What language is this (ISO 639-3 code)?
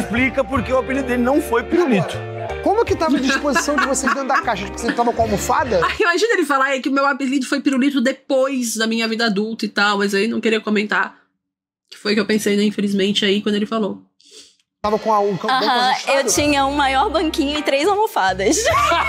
por